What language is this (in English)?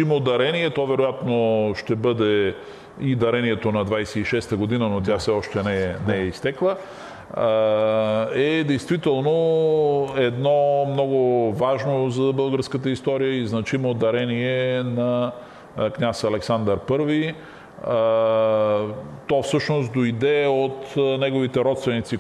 Bulgarian